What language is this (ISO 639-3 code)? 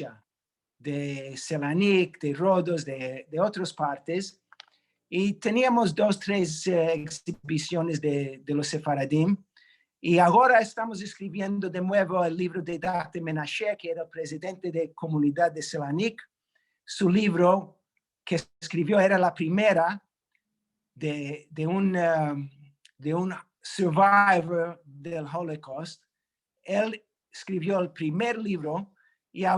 lad